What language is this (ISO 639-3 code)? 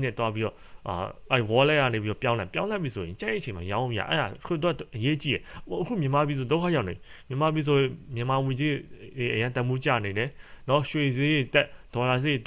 mya